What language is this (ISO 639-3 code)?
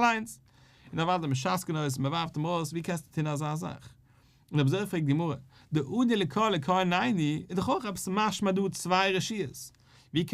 yid